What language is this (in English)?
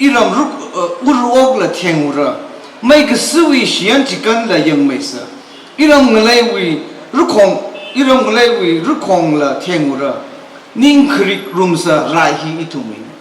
Tangkhul Naga (India)